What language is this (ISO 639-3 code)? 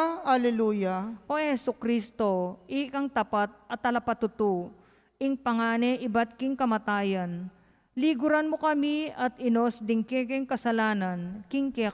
pam